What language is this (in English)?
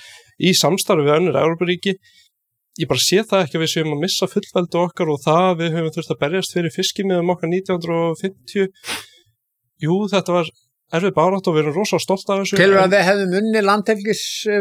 Icelandic